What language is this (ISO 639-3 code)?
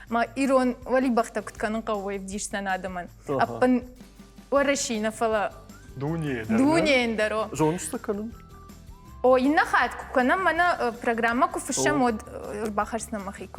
oss